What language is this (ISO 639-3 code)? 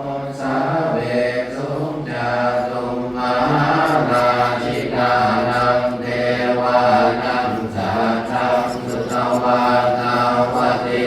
pli